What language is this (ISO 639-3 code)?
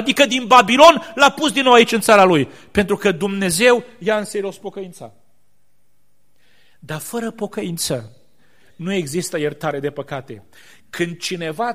ron